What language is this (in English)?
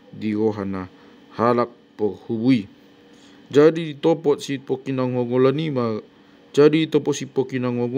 Batak Toba